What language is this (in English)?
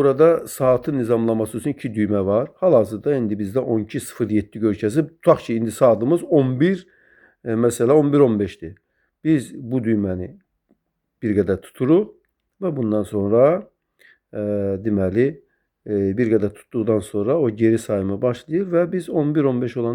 Azerbaijani